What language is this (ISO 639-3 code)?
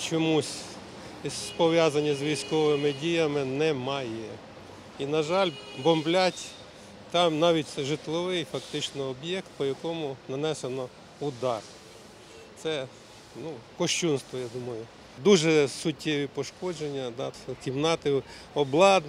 ukr